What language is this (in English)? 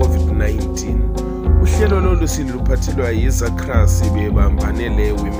North Ndebele